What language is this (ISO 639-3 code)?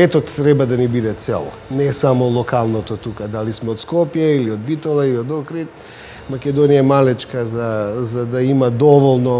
mkd